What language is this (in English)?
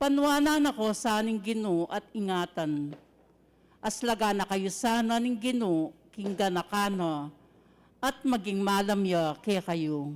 Pampanga